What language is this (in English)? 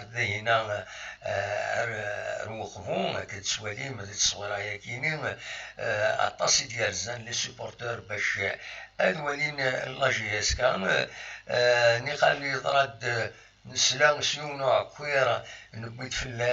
Kabyle